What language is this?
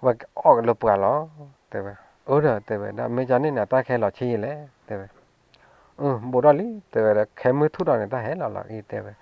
S'gaw Karen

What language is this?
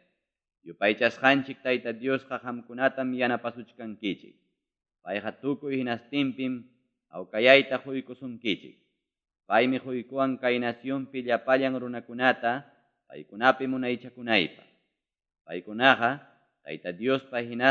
Ayacucho Quechua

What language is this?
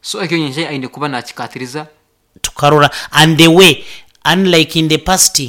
Nyankole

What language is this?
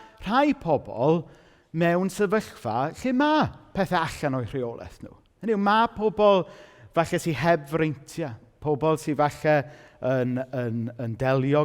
Welsh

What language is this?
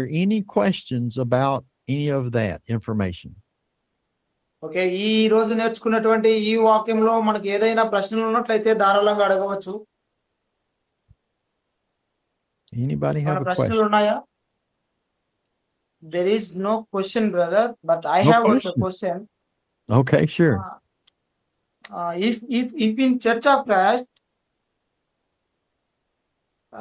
Telugu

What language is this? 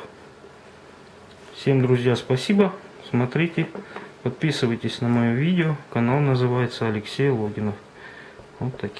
Russian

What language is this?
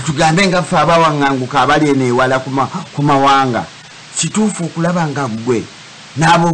Ganda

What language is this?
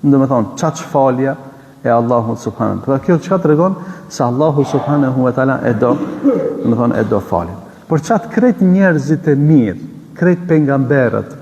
Albanian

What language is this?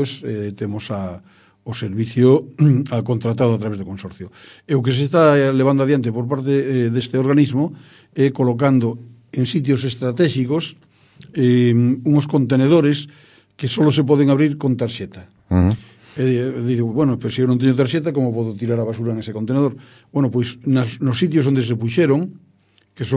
Galician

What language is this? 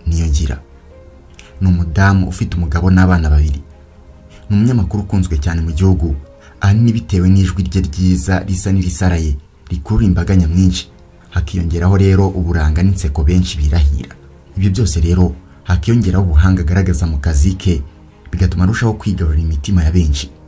Kinyarwanda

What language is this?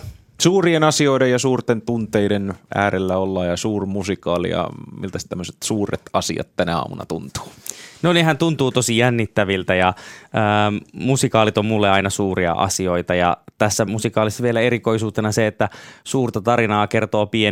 Finnish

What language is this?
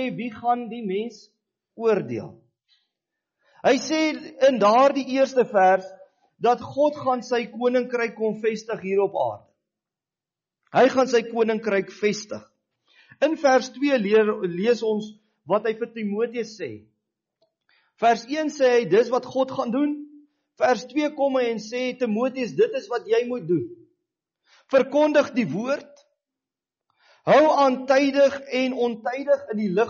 Afrikaans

